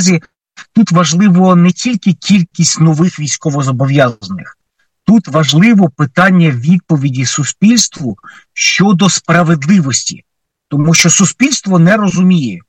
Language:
Ukrainian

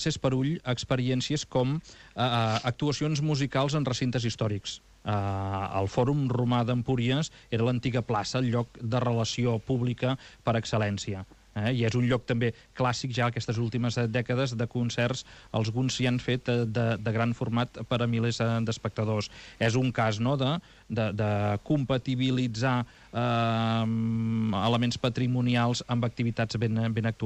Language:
Catalan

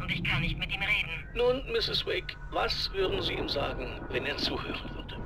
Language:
Bavarian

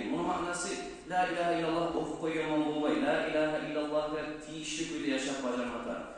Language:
Kumyk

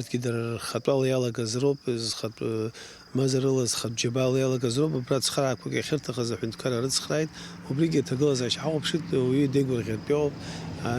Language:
Abkhazian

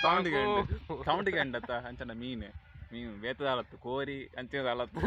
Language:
Tulu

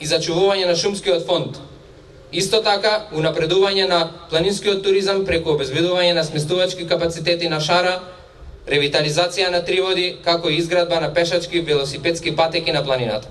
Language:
Macedonian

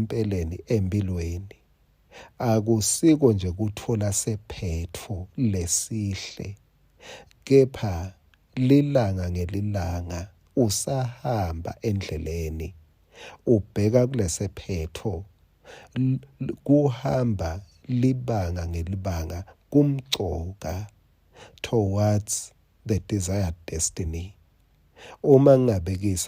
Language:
Swati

